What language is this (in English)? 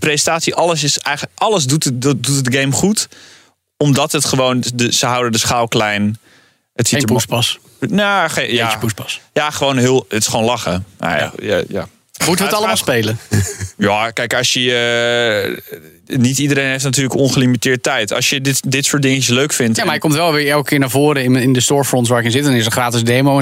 Dutch